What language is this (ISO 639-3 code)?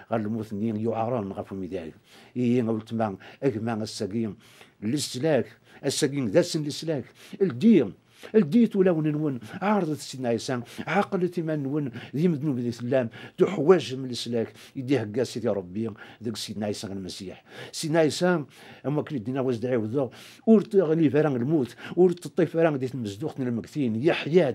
kab